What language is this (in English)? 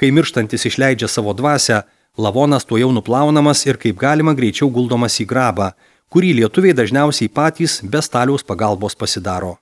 Lithuanian